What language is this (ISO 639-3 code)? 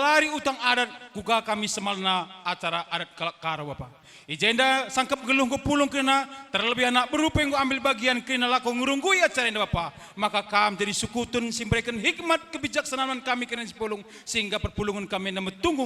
btx